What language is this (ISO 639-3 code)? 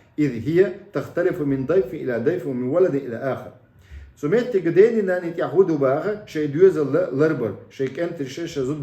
che